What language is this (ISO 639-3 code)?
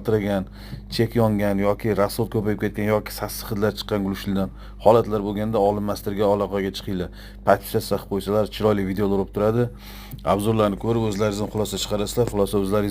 uzb